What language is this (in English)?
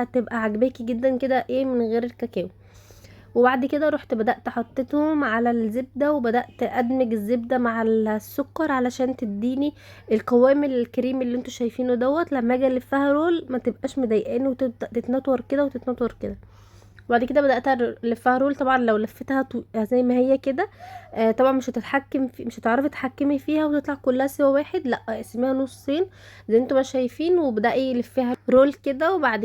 Egyptian Arabic